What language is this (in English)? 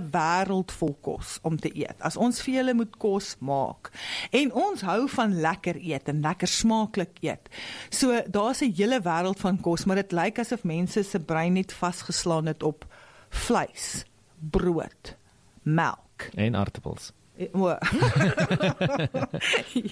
Afrikaans